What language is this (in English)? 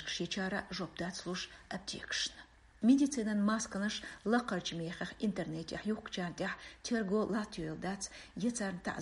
Chechen